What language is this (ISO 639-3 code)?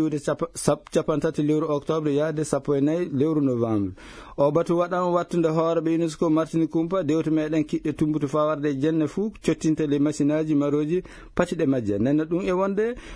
ful